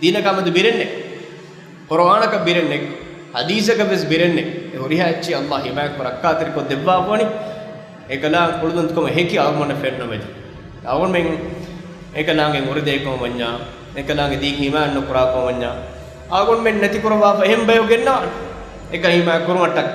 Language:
Divehi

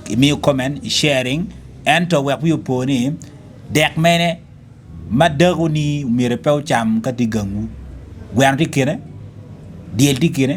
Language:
Acoli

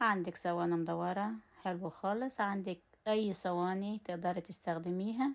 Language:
Egyptian Arabic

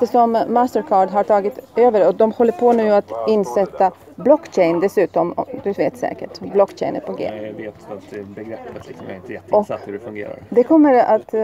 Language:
Swedish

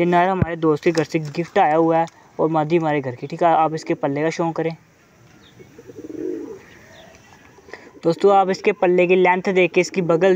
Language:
Hindi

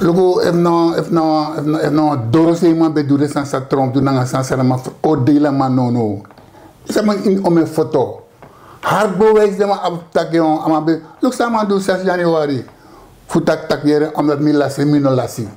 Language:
Sranan Tongo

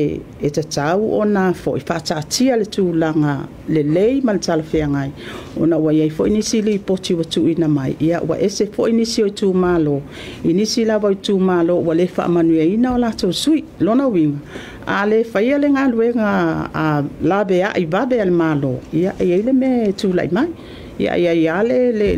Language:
Samoan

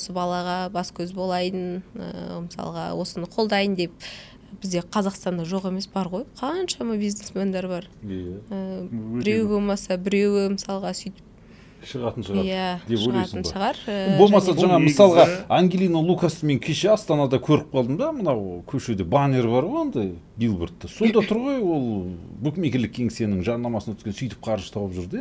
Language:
Kazakh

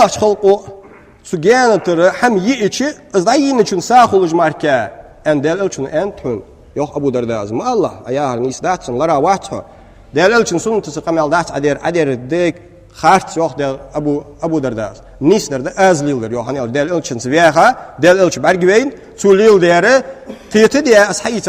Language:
Ingush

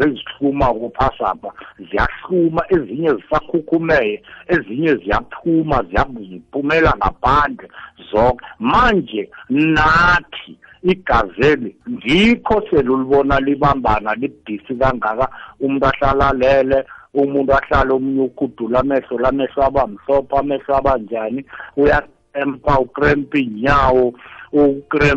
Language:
South Ndebele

